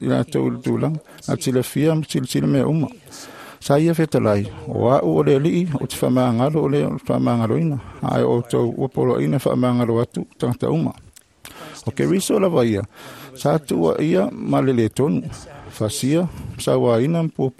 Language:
Samoan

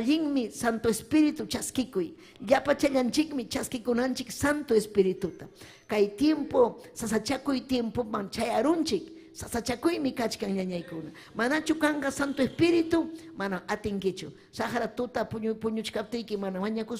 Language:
Ayacucho Quechua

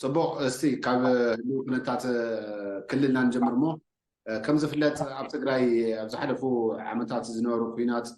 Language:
Tigrinya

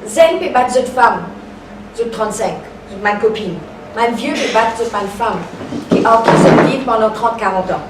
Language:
Morisyen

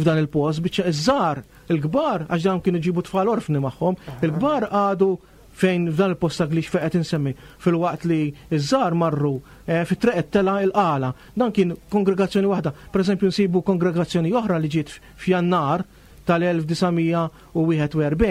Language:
Maltese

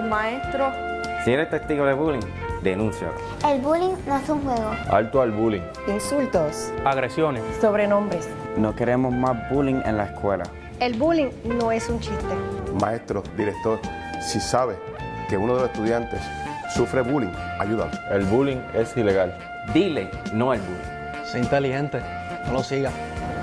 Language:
Spanish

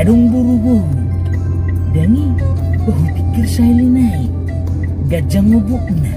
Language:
Batak Toba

